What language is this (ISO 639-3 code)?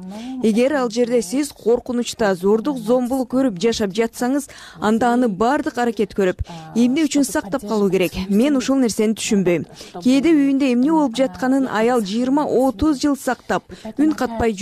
kir